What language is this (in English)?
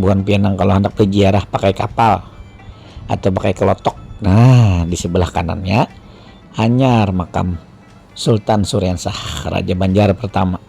Banjar